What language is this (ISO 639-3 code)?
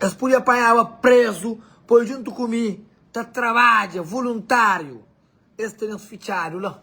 kea